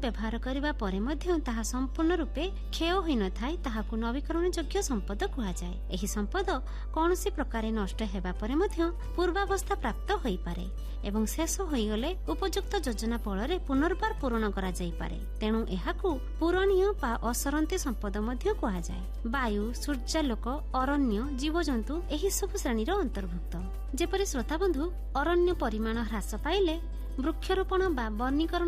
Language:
Odia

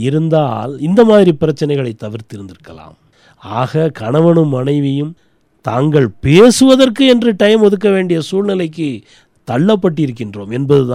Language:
Tamil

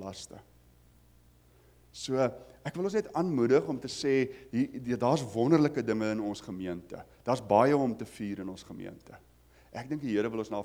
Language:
Afrikaans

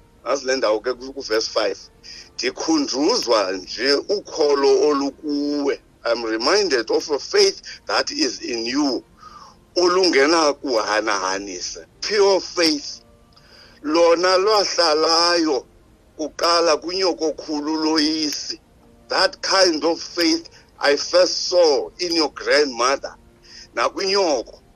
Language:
Xhosa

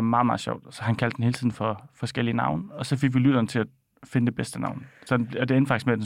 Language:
Danish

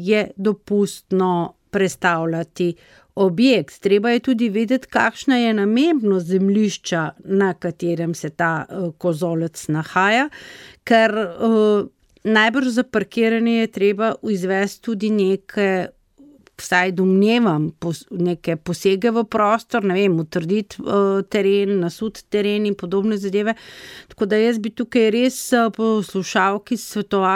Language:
Slovenian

